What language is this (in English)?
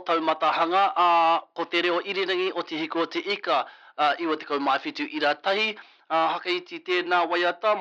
Māori